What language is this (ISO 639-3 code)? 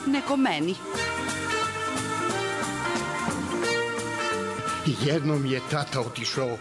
hrv